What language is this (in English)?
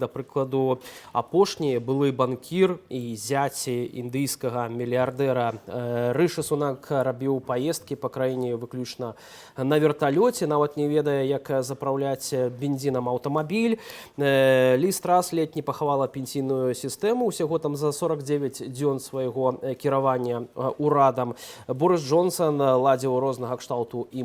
Belarusian